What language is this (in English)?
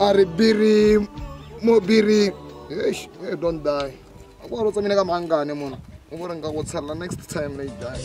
Tswana